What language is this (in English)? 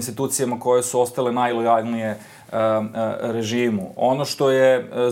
Serbian